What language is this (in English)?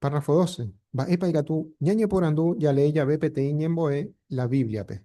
Guarani